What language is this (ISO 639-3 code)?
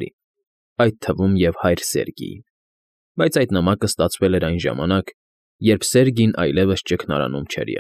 hye